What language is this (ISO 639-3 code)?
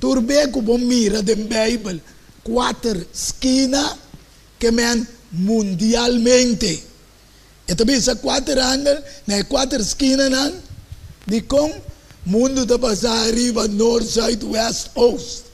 pap